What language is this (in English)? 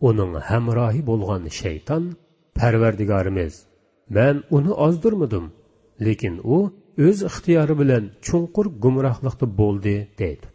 Uyghur